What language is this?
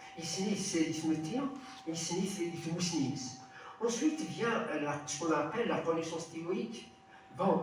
Kabyle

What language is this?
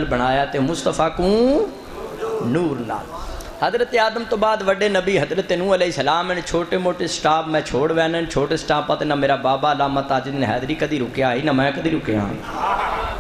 Saraiki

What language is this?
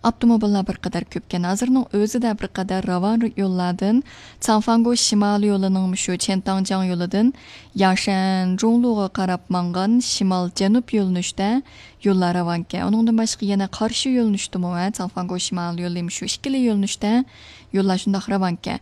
Uyghur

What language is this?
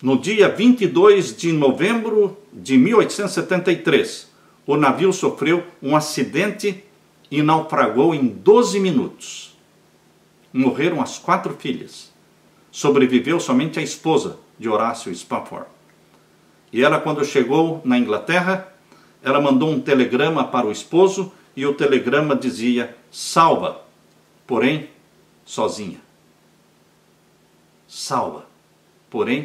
Portuguese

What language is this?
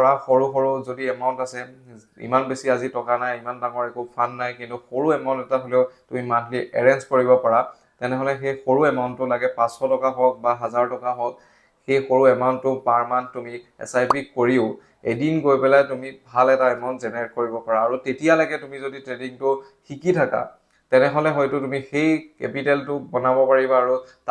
Assamese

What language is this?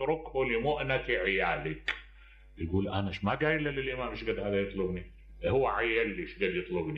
Mesopotamian Arabic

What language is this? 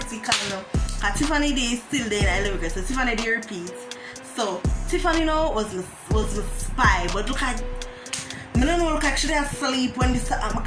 Jamaican Creole English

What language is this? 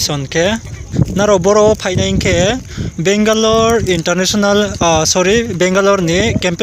Riang (India)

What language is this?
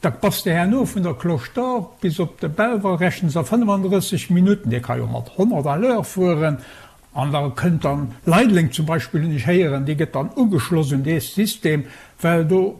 Luxembourgish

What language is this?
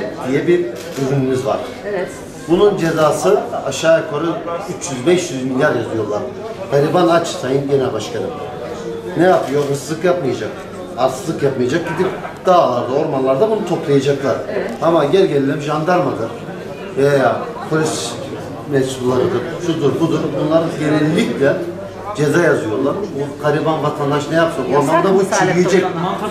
Turkish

